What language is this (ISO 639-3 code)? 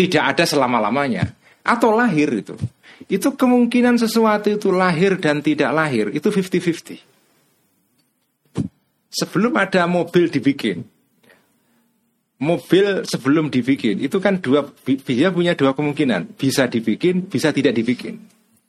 ind